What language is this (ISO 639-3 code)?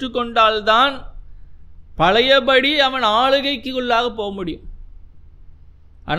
tam